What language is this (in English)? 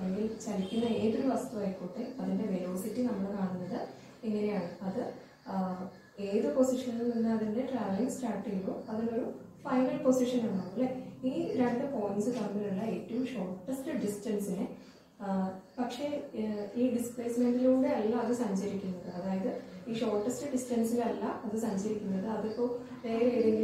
Malayalam